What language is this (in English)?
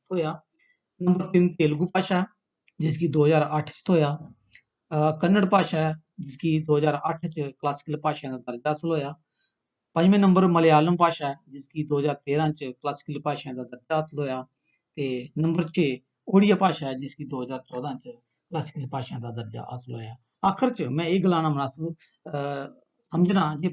Dogri